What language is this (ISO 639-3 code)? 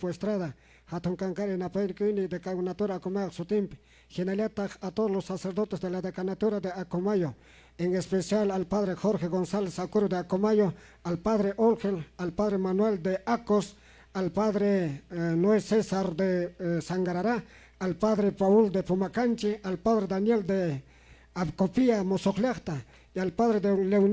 que